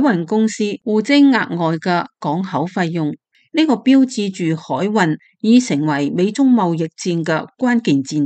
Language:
Cantonese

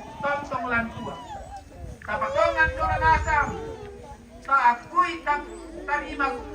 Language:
Toraja-Sa'dan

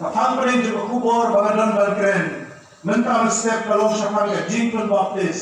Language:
Khasi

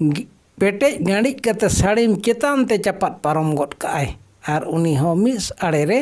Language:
Santali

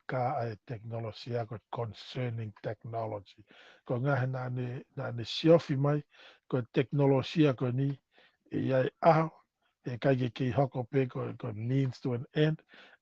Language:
Tongan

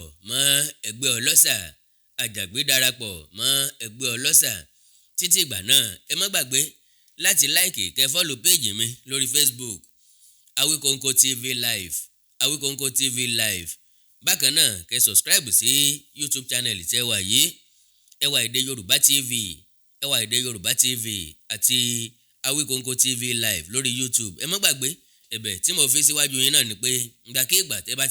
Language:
Yoruba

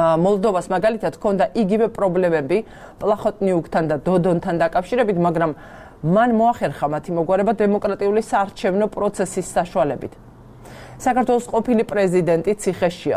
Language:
Georgian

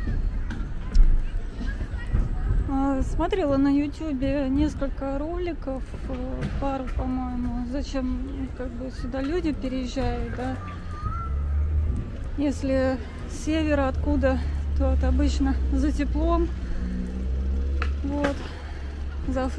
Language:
Russian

